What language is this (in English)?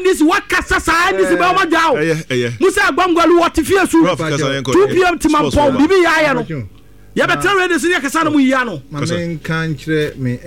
Akan